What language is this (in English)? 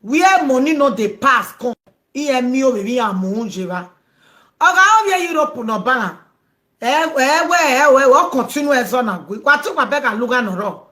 Nigerian Pidgin